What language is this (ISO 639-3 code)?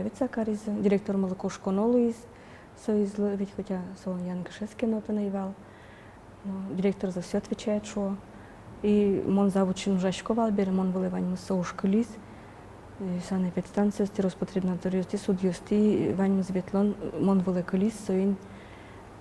udm